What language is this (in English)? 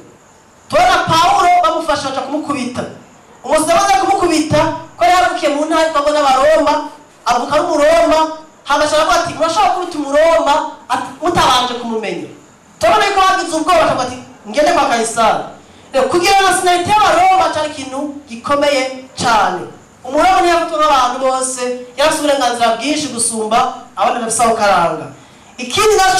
Rundi